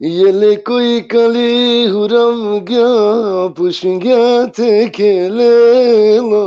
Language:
Balkan Romani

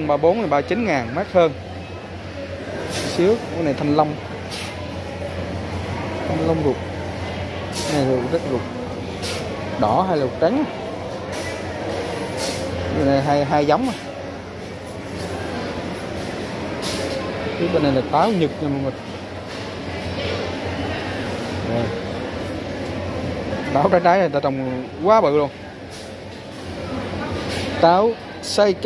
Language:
Vietnamese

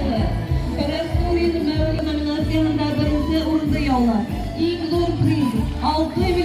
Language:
Bashkir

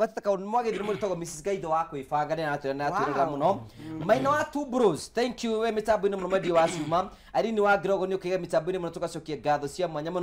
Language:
Kikuyu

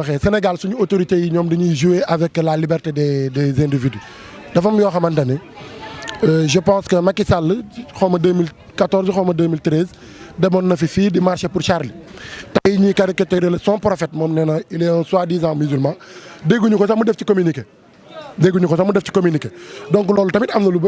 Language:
Wolof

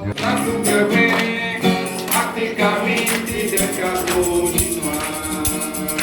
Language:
Iban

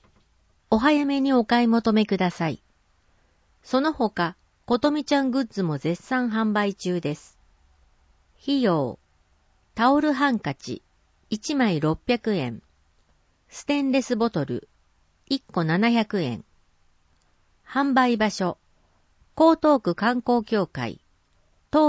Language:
Japanese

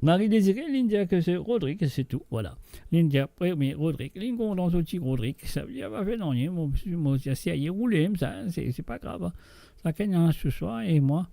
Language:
Morisyen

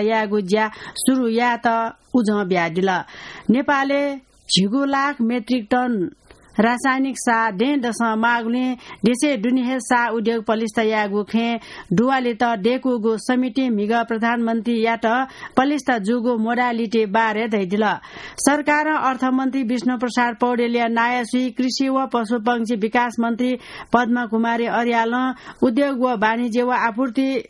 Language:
Newari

